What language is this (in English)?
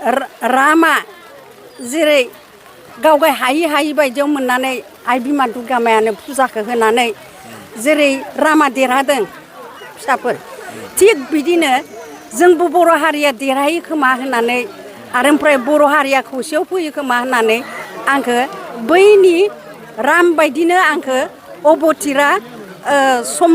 Bodo